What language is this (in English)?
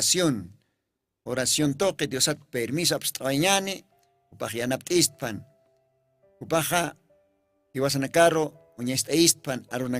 Aymara